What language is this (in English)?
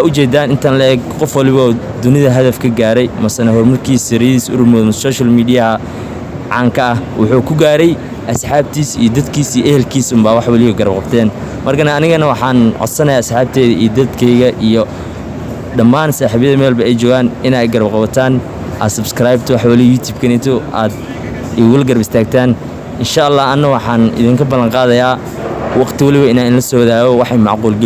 Somali